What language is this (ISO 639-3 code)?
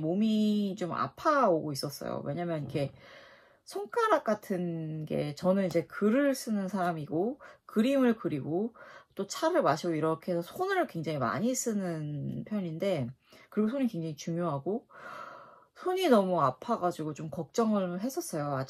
kor